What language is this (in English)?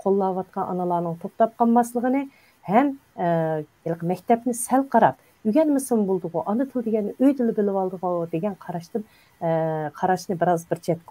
Uyghur